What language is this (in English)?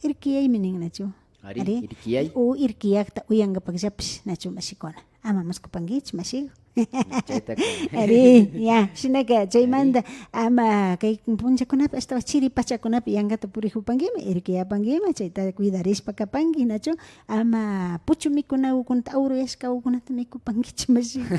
Imbabura Highland Quichua